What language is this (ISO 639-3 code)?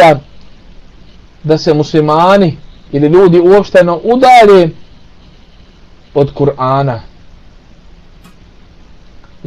bos